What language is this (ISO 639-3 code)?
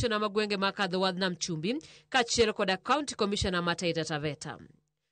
luo